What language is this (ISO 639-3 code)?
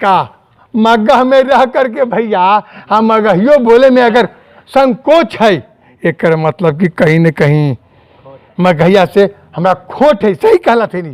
mag